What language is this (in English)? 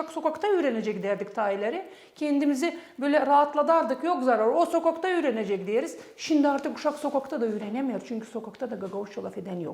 Gagauz